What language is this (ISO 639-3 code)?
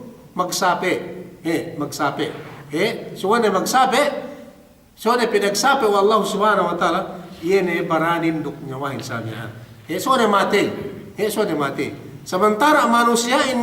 yka